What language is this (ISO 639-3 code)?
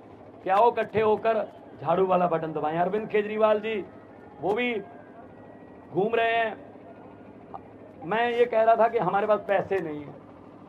hin